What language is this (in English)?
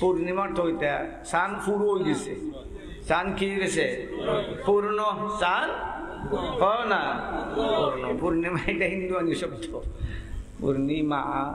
Sylheti